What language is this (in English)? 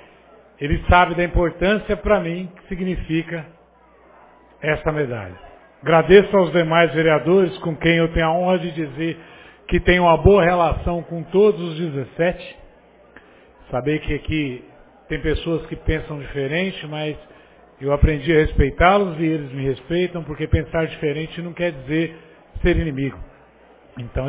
Portuguese